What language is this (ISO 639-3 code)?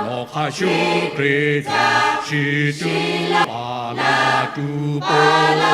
lhu